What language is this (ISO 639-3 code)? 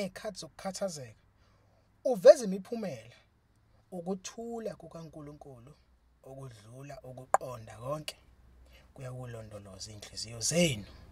zul